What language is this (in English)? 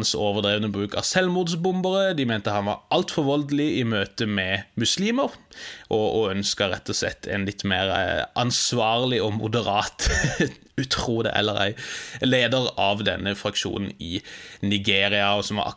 Norwegian